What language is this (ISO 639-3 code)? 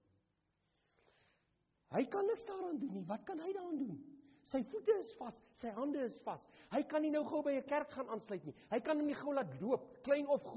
afr